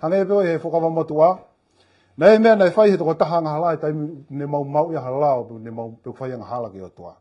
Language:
Tongan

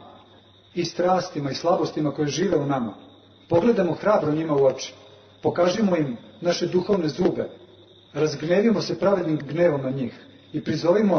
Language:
Serbian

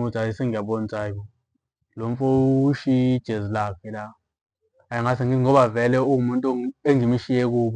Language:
Zulu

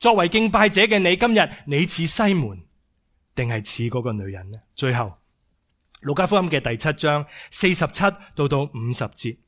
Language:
Cantonese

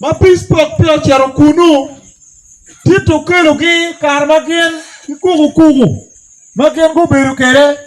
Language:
Acoli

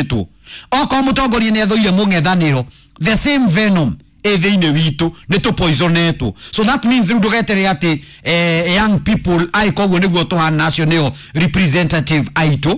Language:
Kikuyu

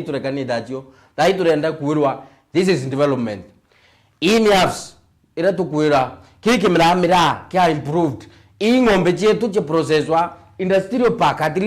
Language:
Meru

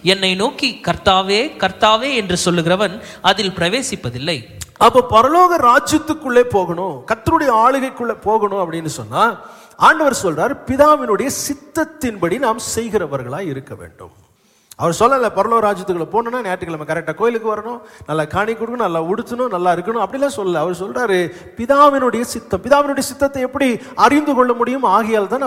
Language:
Tamil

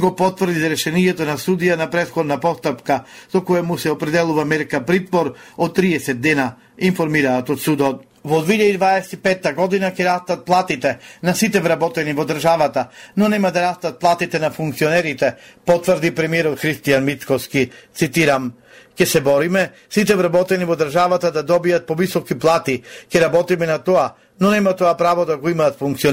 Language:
Macedonian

